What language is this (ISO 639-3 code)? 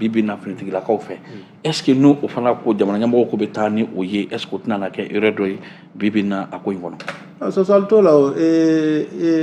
bam